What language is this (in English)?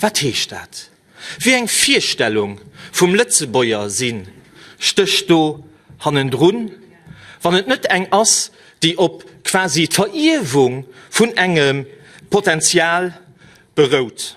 Luxembourgish